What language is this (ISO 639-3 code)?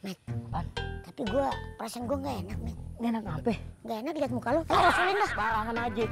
bew